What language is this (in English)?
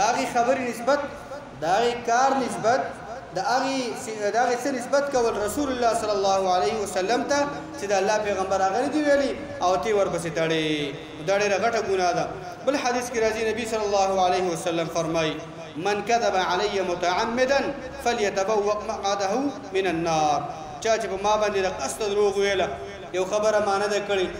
Pashto